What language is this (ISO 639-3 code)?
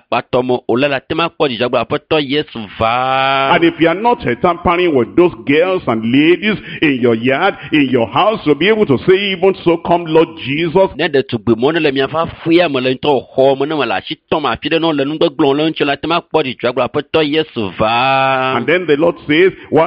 ewe